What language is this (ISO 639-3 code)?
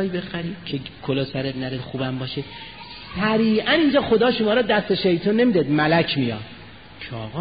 fas